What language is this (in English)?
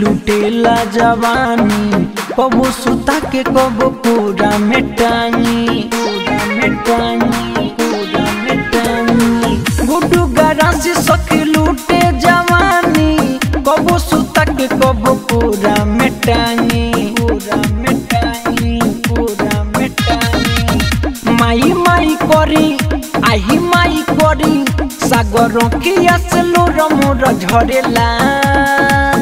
Bhojpuri